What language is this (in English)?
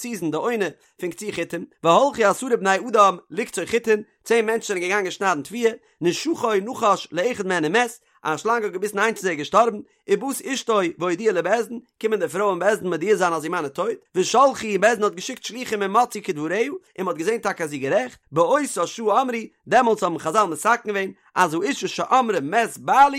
Yiddish